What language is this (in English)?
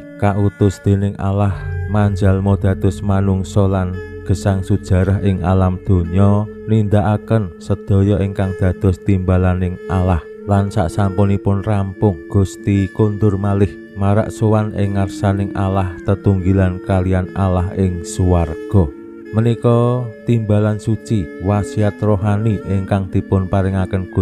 Javanese